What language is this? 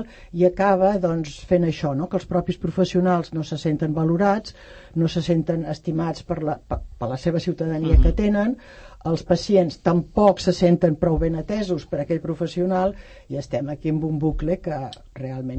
Catalan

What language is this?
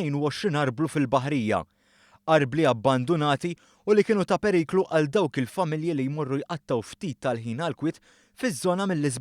Maltese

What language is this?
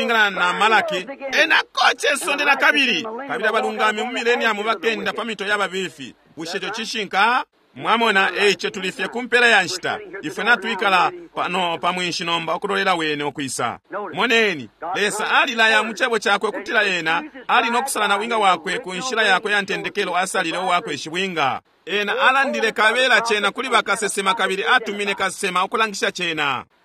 Bemba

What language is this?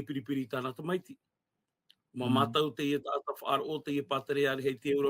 Tahitian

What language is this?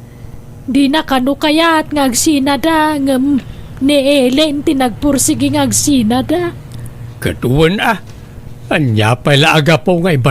Iloko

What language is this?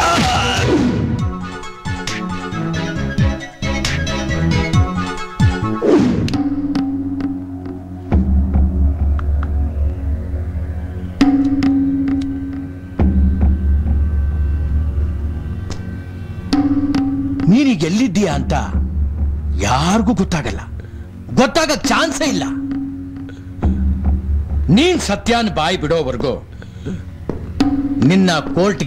Kannada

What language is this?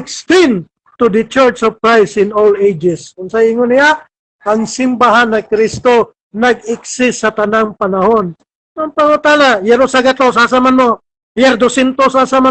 Cebuano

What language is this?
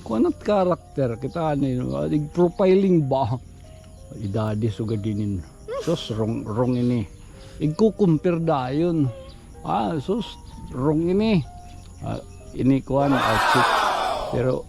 Waray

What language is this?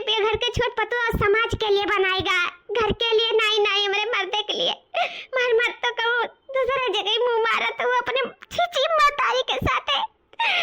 Awadhi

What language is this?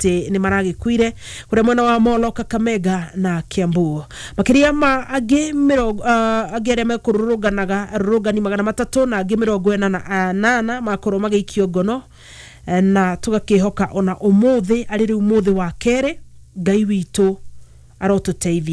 Kikuyu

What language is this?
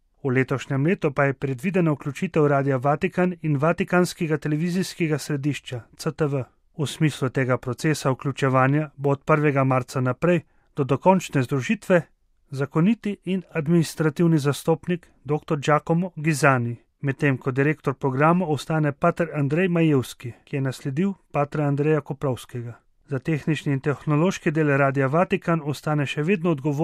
Slovenian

